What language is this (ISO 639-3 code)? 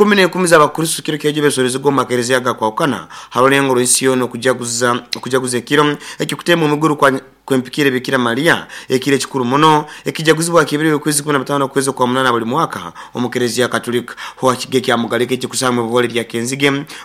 nyo